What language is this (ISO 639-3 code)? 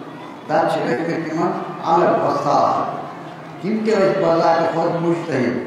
kas